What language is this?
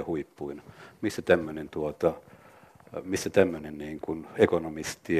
Finnish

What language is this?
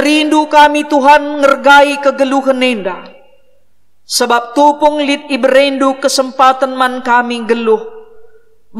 Batak Karo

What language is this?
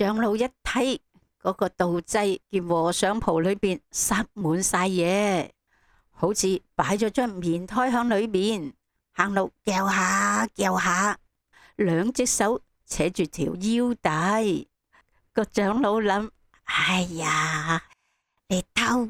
Cantonese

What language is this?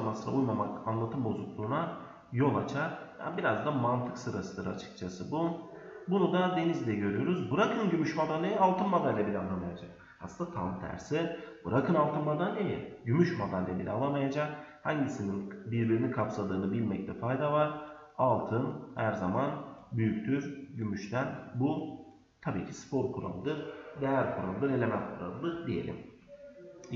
Turkish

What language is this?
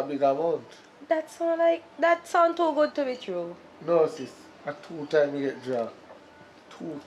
Jamaican Creole English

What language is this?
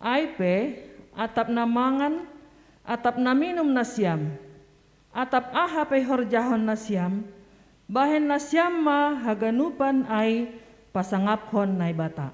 Batak Simalungun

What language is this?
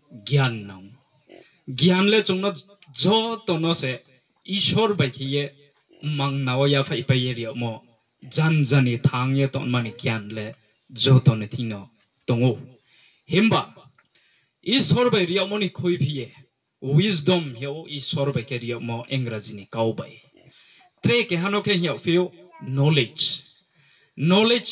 Riang (India)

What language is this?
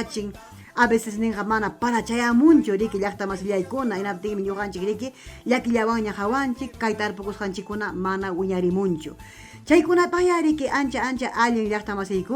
Ayacucho Quechua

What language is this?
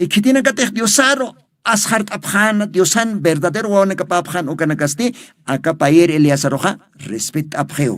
Aymara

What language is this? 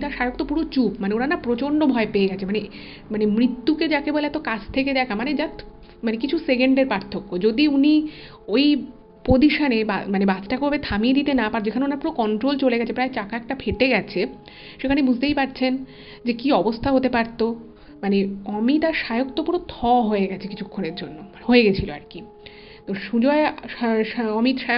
Bangla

